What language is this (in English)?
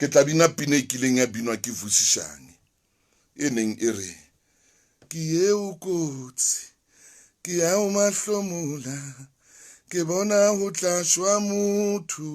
Southern Sotho